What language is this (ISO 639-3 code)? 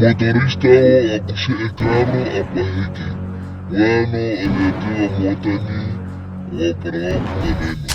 vmw